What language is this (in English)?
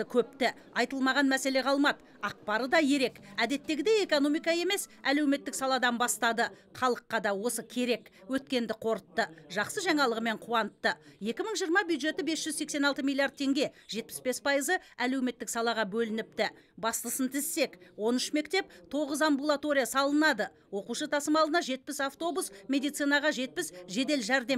Kazakh